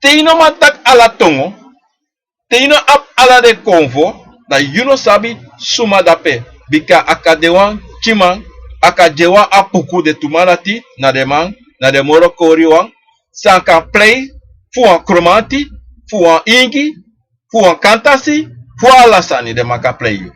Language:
Sranan Tongo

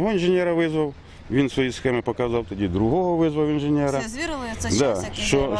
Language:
Ukrainian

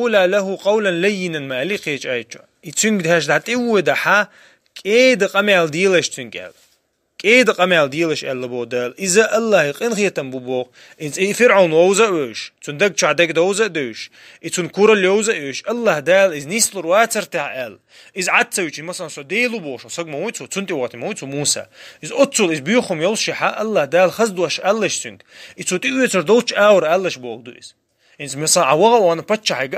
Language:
Chechen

